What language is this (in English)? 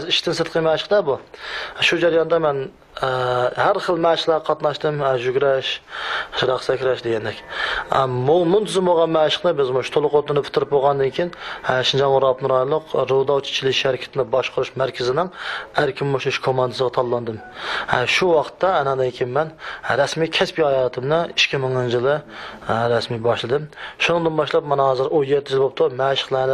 Uyghur